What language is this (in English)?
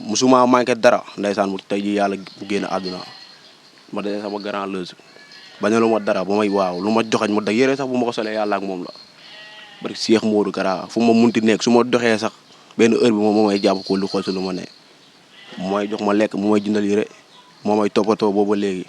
Wolof